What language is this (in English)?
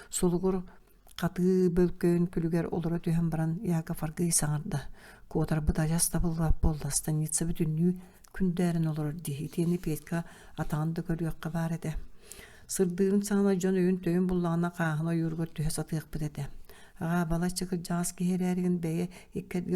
Yakut